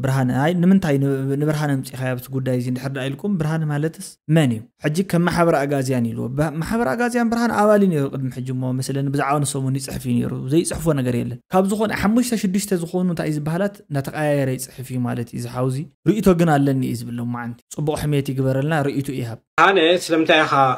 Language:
Tigrinya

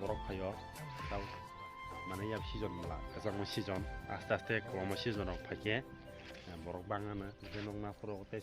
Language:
Kok Borok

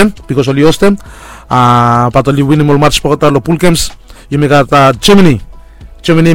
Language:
Bislama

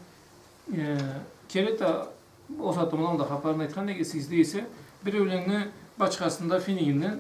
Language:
Karachay-Balkar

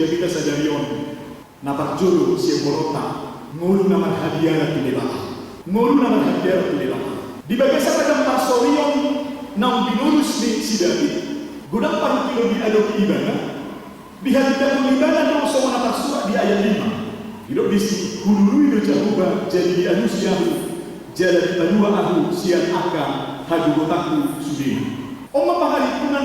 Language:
Batak Toba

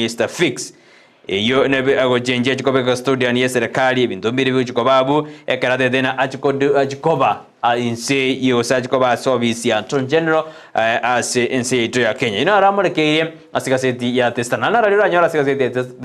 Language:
Gusii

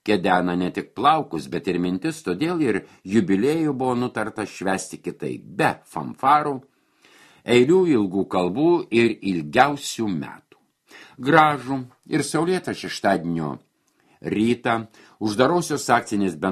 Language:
Lithuanian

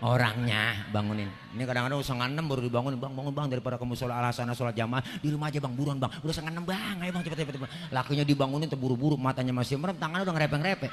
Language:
Betawi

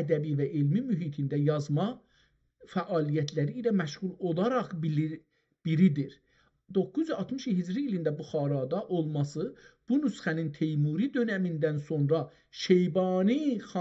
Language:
South Azerbaijani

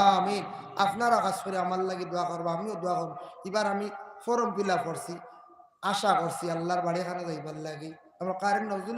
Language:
Sylheti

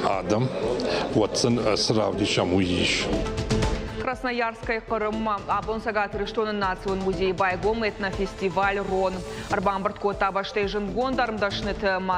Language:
Ossetic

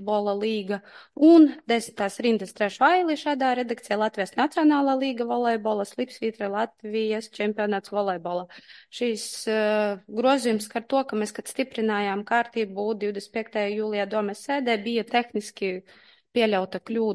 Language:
Latvian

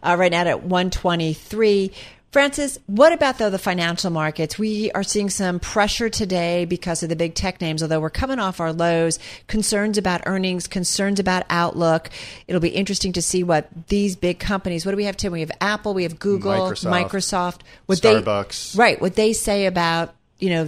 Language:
English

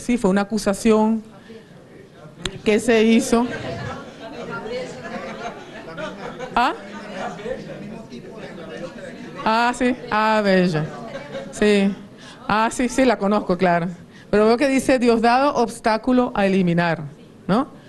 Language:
Spanish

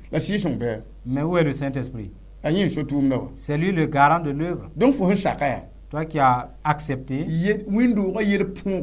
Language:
Mossi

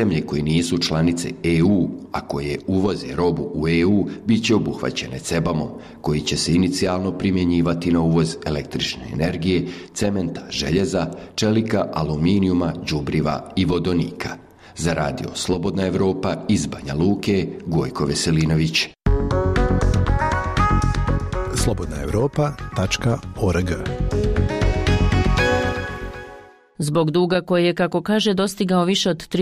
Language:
Bosnian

